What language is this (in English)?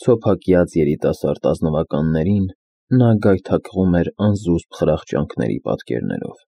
Armenian